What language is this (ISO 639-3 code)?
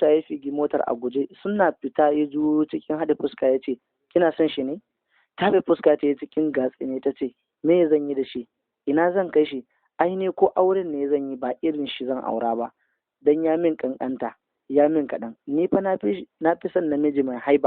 hau